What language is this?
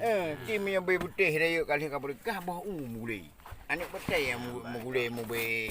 Achinese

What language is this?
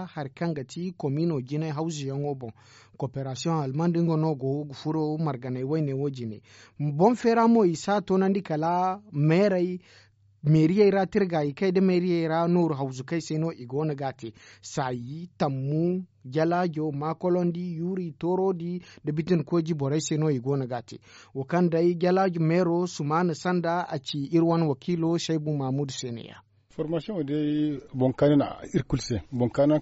Zarma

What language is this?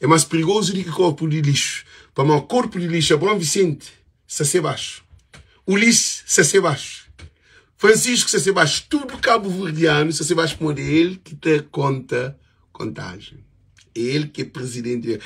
Kabuverdianu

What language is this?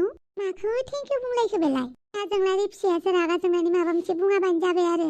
Bodo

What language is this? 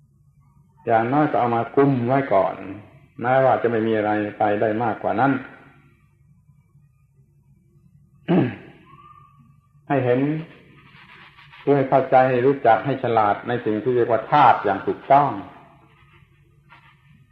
Thai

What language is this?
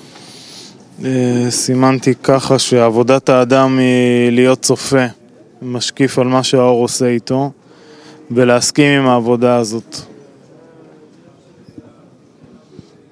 Hebrew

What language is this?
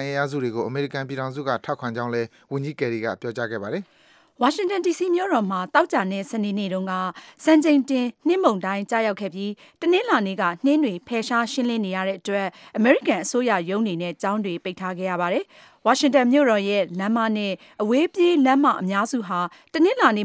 Burmese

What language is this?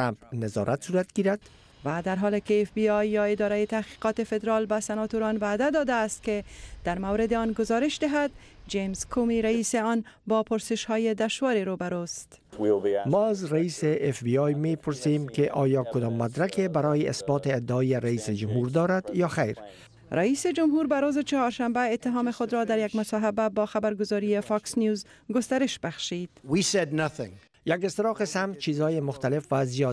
Persian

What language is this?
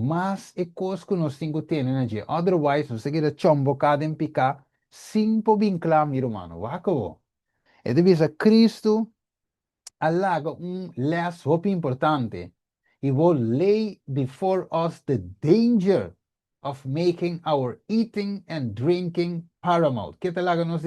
Papiamento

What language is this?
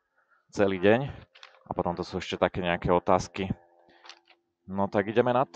Slovak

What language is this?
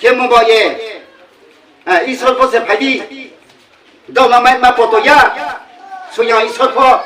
Riang (India)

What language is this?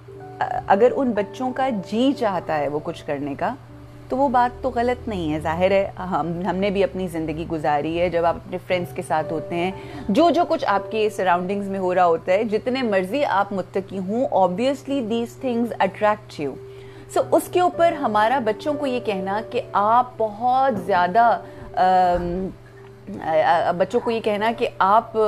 Urdu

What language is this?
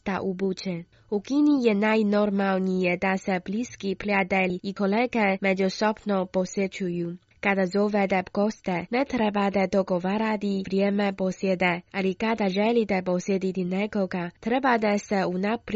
Croatian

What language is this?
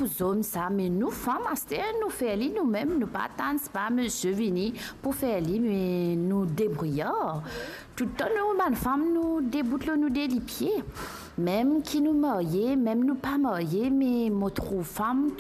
Morisyen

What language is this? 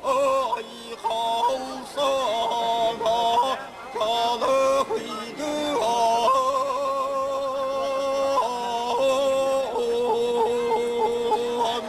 Yakut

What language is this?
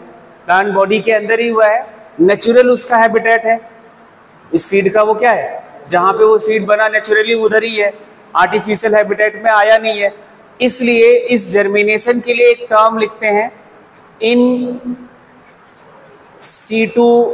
Hindi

